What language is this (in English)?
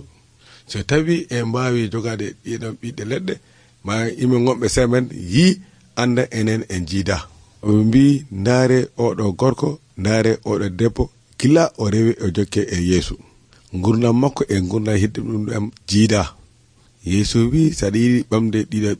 Nigerian Fulfulde